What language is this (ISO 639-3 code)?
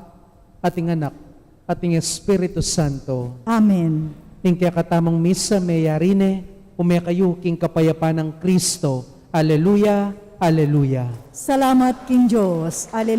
pam